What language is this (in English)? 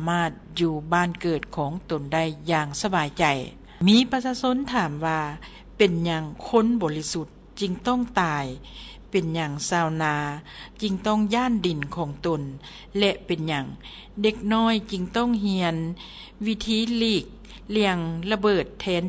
Lao